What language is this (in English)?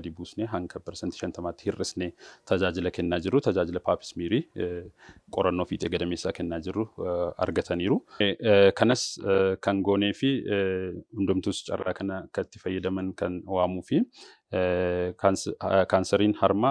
Oromo